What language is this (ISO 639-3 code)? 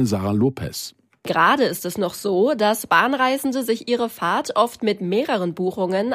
deu